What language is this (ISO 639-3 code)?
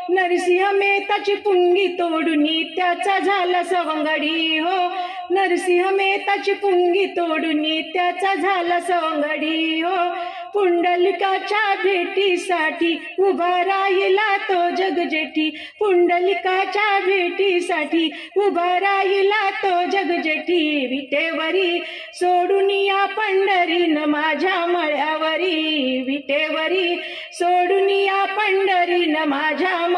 mar